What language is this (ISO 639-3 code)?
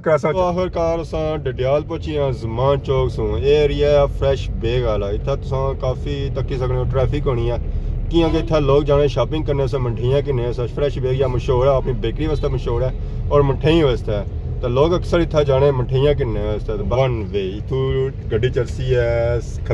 phr